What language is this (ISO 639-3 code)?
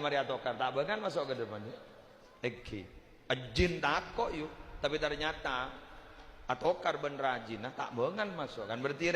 mad